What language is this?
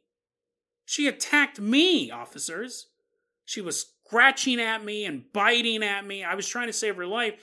English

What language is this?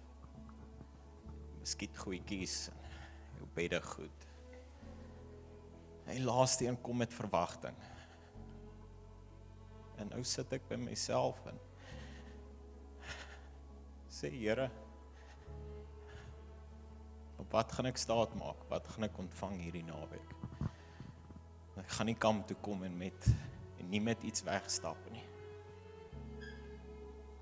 Afrikaans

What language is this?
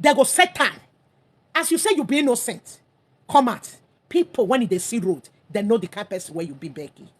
Nigerian Pidgin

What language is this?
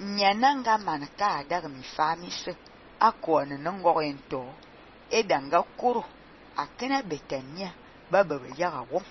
Fang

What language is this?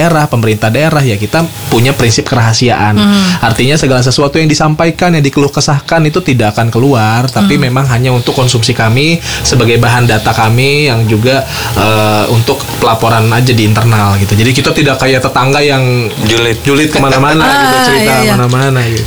Indonesian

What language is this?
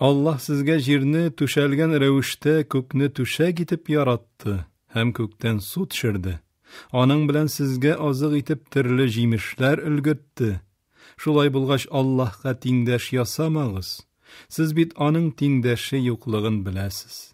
Tatar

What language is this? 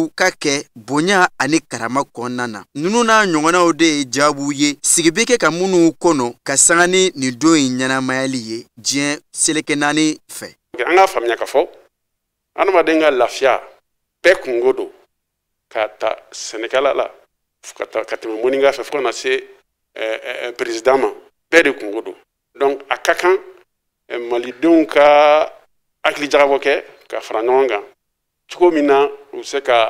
Bambara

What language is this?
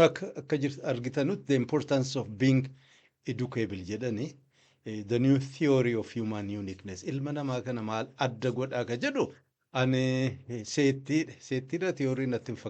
Oromo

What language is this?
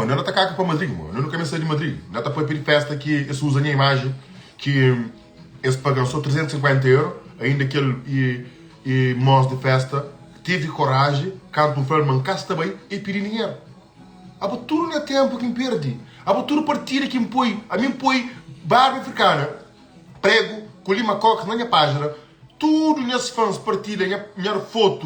Kabuverdianu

